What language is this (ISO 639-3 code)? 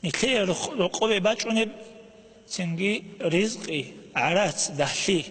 ava